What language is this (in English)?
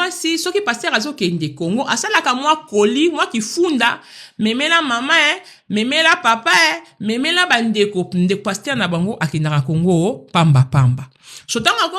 Lingala